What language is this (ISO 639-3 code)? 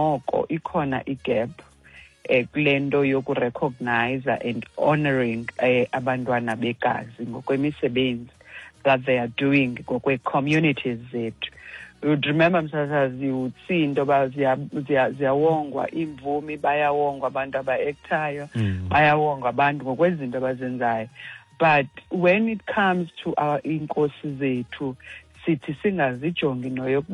xho